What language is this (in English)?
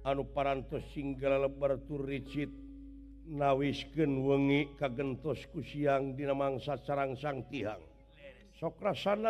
Sundanese